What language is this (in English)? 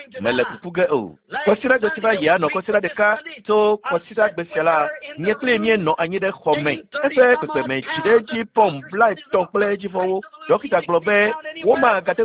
Ewe